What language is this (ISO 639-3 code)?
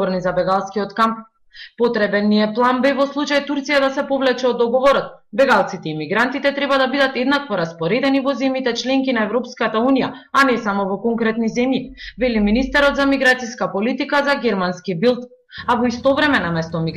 mkd